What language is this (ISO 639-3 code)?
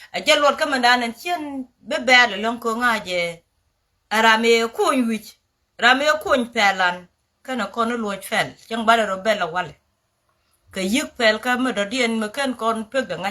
nus